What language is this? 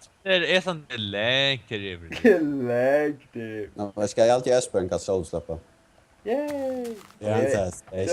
Faroese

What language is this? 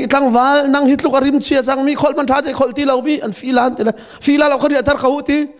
Hakha Chin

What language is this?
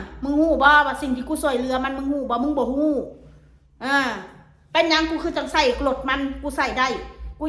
Northeastern Thai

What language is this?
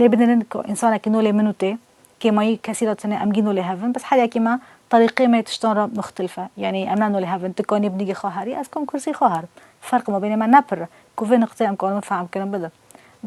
Kurdish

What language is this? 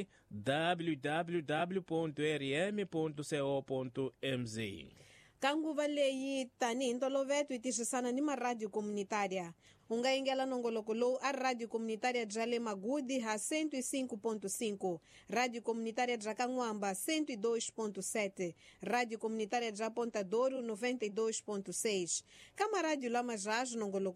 Tsonga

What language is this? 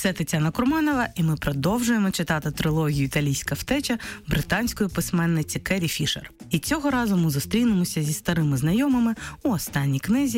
Ukrainian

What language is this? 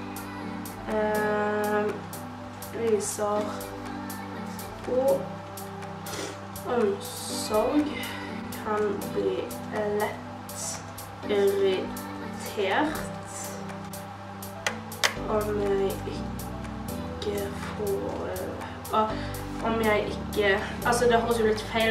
Norwegian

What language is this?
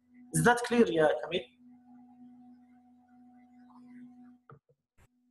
Libyan Arabic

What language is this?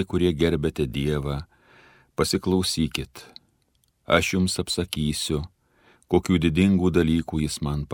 Lithuanian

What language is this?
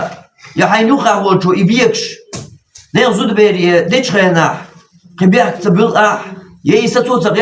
Chechen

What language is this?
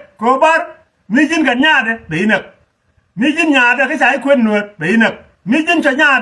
Nuer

